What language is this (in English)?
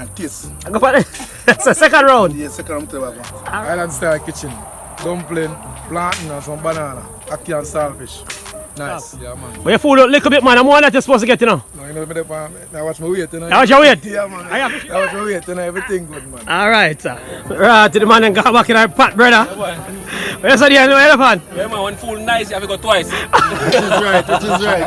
Jamaican Creole English